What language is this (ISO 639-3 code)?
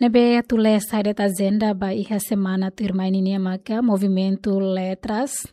tet